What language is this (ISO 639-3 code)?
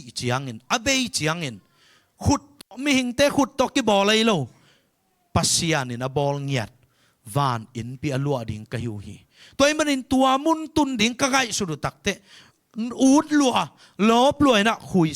ctd